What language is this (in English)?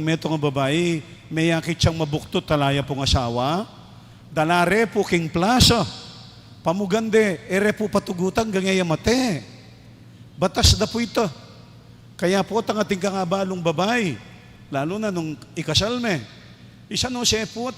Pampanga